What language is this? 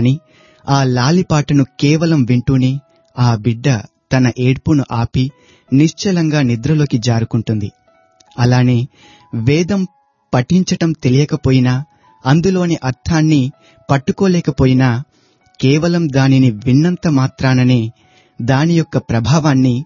Telugu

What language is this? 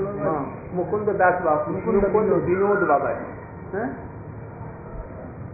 Hindi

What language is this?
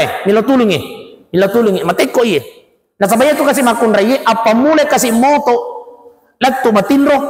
Buginese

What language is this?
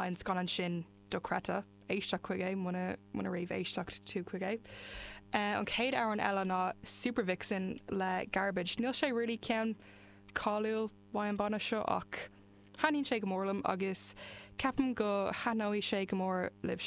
Irish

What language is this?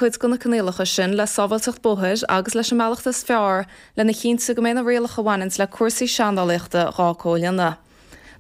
Irish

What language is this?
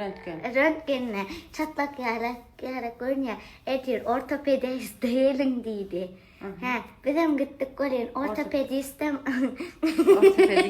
Turkmen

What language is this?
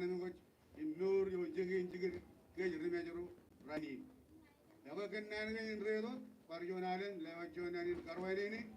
Marshallese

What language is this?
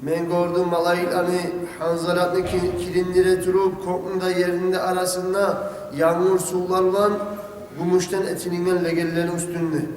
Kumyk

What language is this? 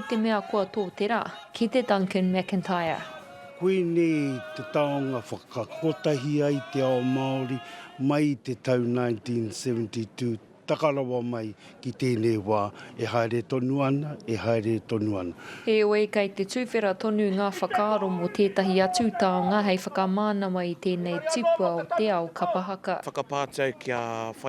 Māori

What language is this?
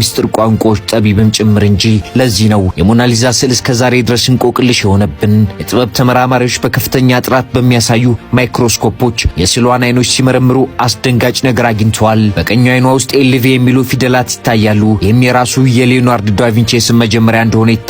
Amharic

